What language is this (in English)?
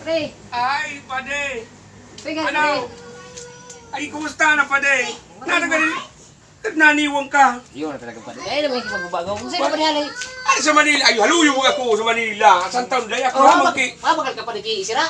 Bikol